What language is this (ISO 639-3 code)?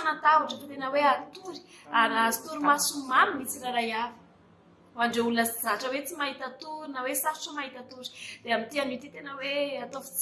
mlg